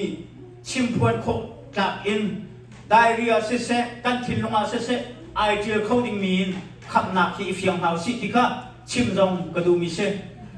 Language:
Hakha Chin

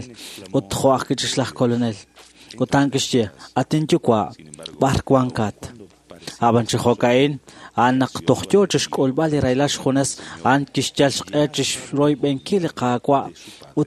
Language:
Kekchí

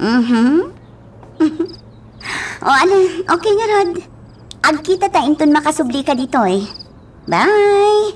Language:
Iloko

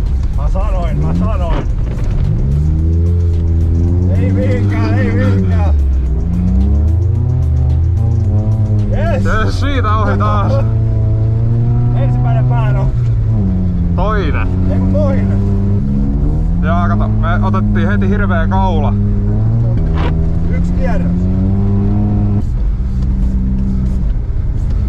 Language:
Finnish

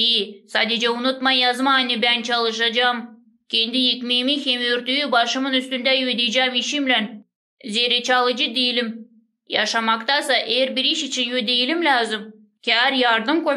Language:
Gagauz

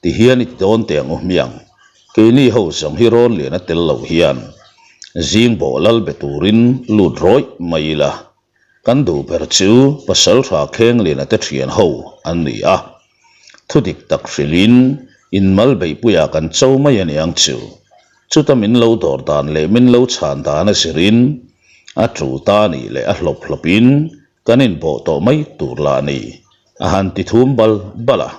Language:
Mizo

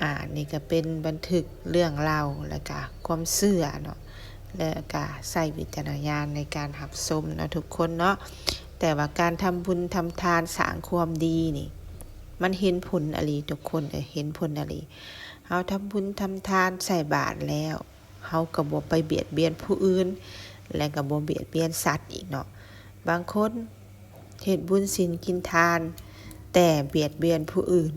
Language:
Lao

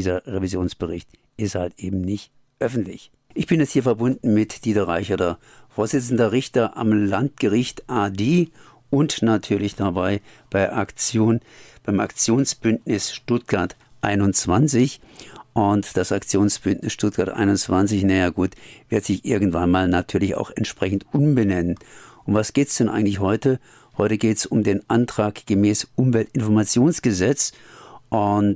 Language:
German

